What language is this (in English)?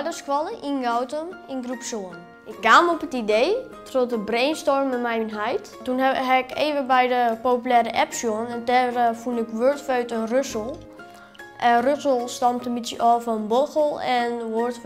Western Frisian